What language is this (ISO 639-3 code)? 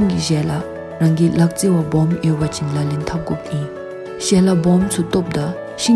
dzo